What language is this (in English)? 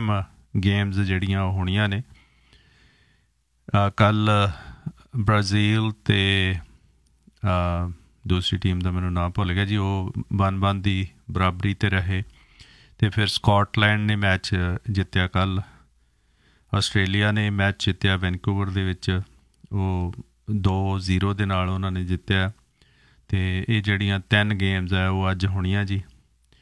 Punjabi